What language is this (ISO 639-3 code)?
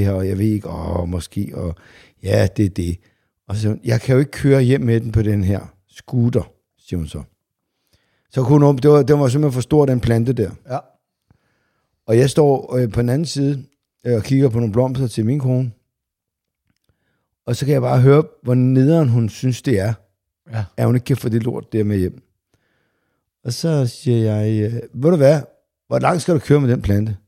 dan